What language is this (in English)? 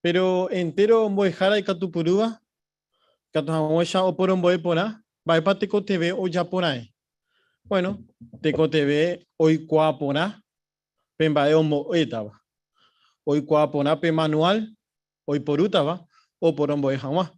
Guarani